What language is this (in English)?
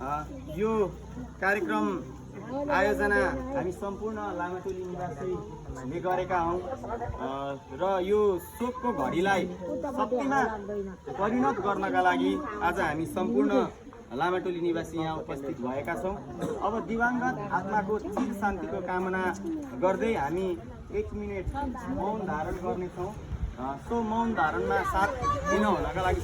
Nepali